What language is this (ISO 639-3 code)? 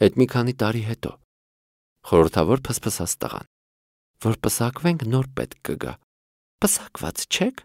hye